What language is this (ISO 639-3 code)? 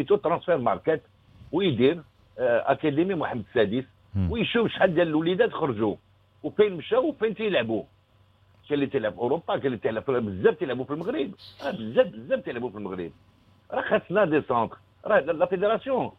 ary